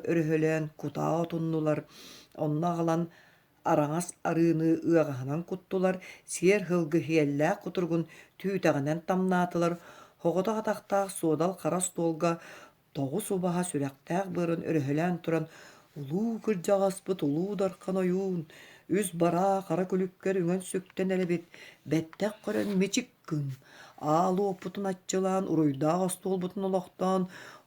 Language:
Yakut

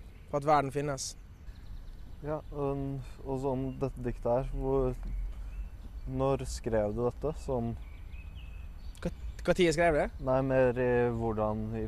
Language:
Norwegian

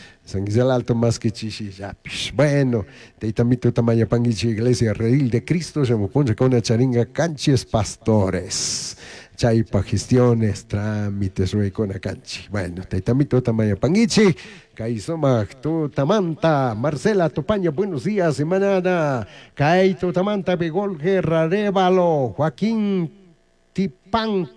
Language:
Chimborazo Highland Quichua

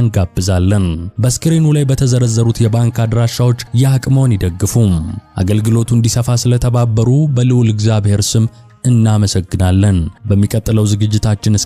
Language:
Amharic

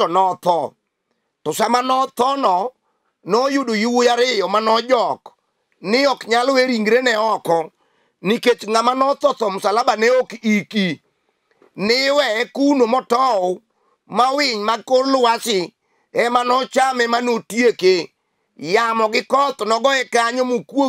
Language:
Luo (Kenya and Tanzania)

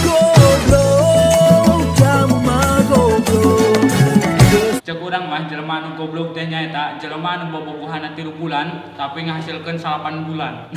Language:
Sundanese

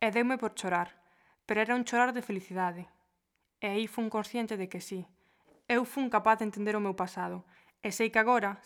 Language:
Galician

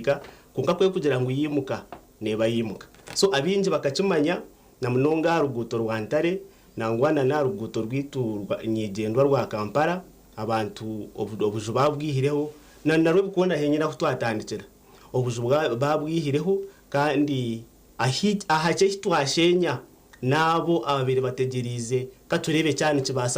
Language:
Nyankole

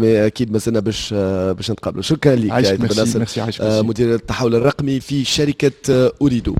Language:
Tunisian Arabic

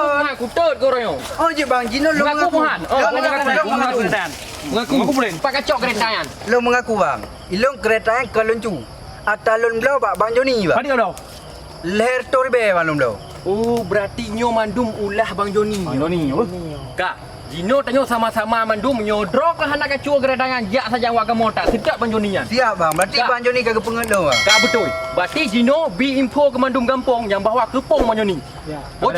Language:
Achinese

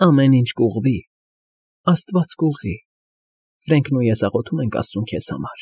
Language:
Armenian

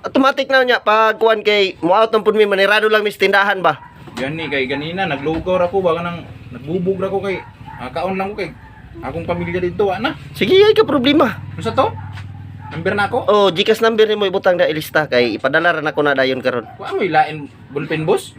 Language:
Cebuano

